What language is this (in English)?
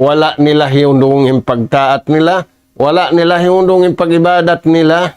Tausug